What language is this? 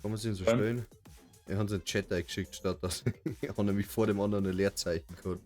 Bavarian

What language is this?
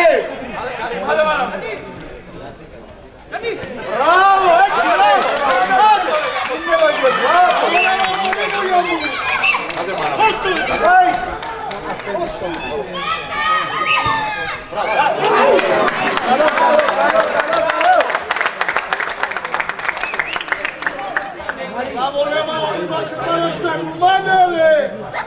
Greek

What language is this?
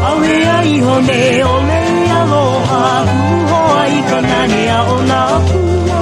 Hawaiian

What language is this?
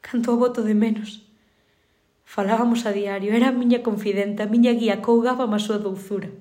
Galician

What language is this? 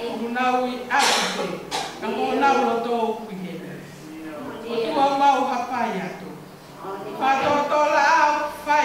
Tongan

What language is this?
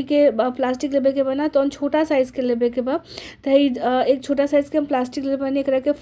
Bhojpuri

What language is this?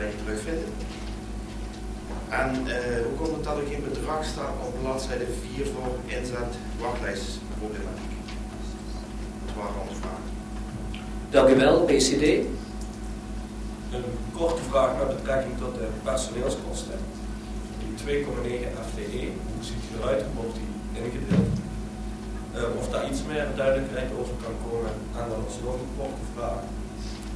Dutch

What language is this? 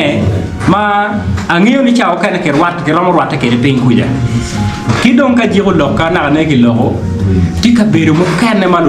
Acoli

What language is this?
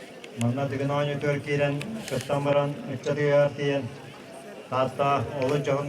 Yakut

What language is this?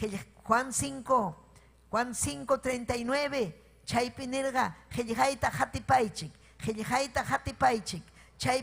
Ayacucho Quechua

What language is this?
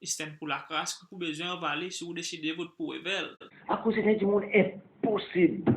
Seselwa Creole French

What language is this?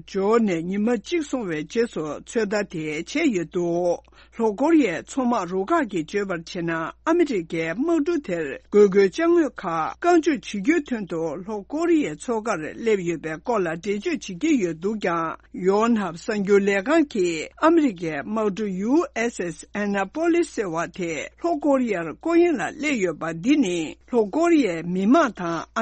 Tibetan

